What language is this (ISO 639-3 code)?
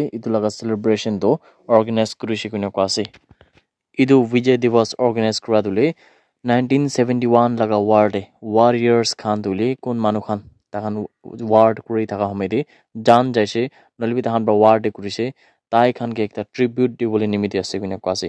nag